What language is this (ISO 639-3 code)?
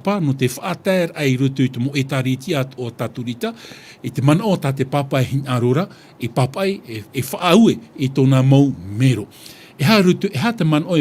tah